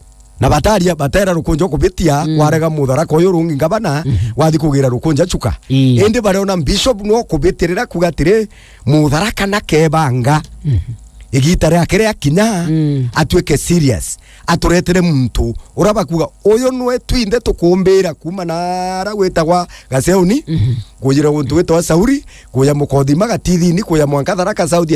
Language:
Meru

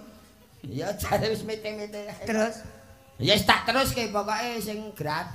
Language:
Javanese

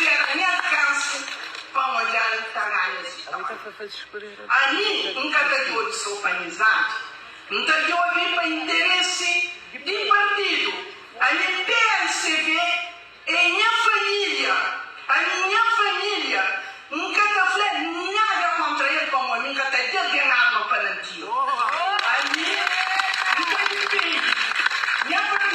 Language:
Kabuverdianu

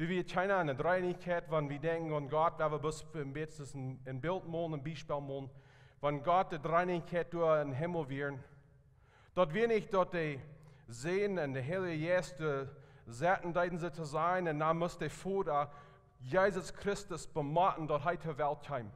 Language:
Plautdietsch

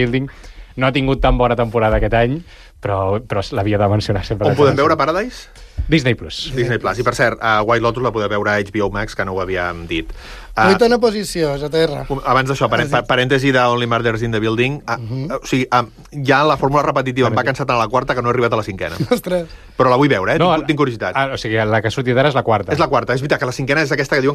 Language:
Catalan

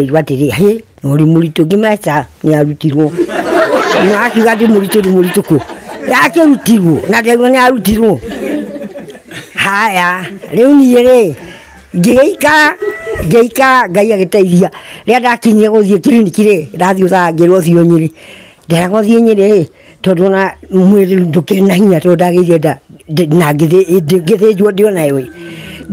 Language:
Kikuyu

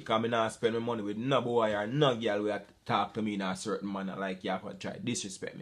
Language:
Jamaican Creole English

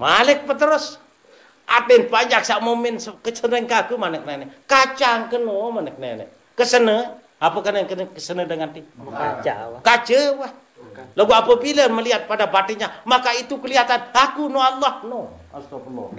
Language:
Sasak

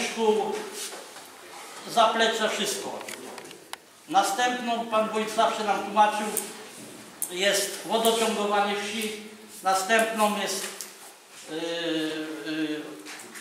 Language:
Polish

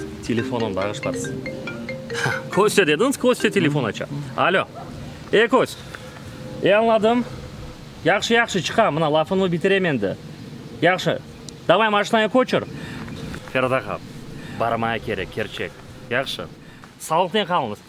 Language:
Crimean Tatar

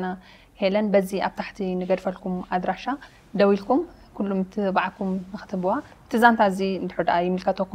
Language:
Tigrinya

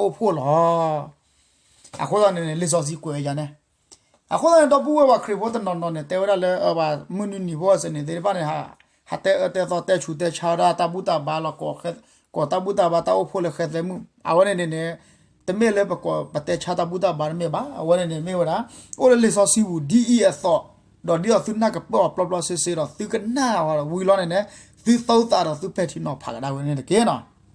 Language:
S'gaw Karen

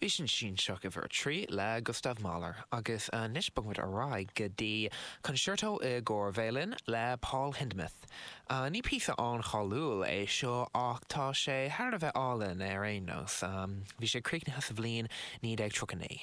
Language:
Irish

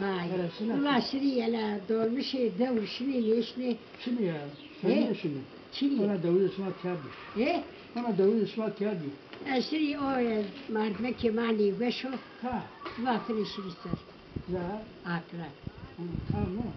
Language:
Zaza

